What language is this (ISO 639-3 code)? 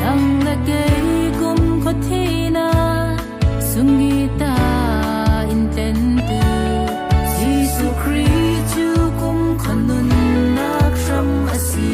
cfm